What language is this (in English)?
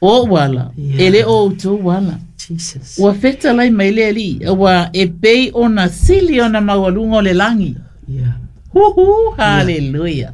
Samoan